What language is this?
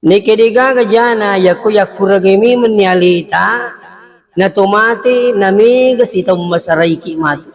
Buginese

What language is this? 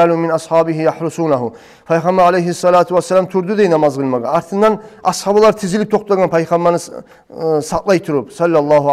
Kumyk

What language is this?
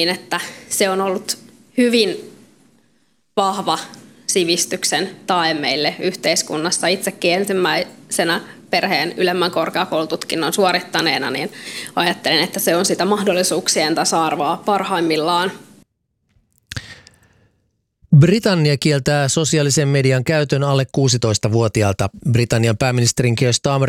Finnish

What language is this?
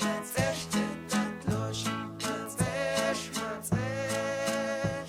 Mam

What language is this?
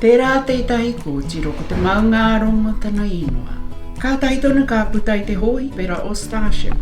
Māori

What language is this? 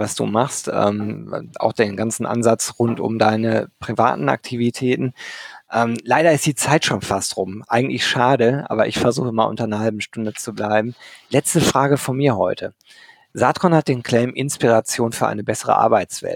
German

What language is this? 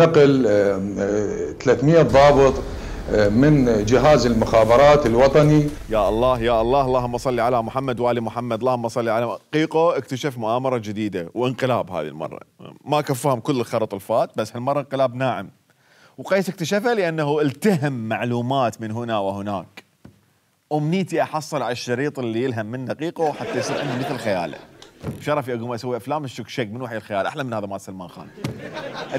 Mesopotamian Arabic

